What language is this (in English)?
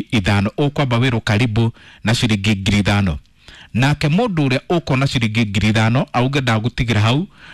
Kikuyu